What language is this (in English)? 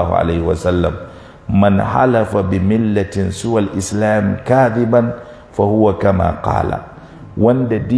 Hausa